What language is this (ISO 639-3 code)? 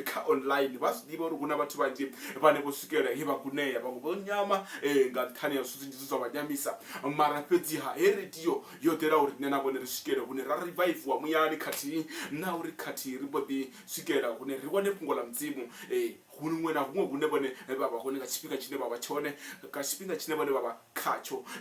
ven